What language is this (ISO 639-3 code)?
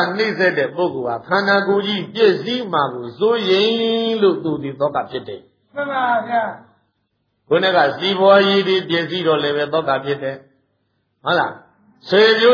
mya